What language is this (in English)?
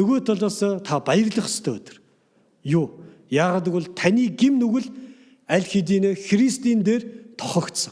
Mongolian